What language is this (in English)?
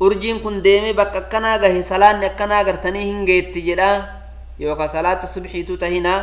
Oromo